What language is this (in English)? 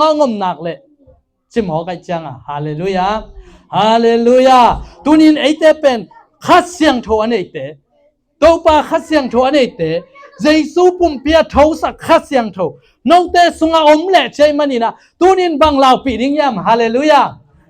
Tedim Chin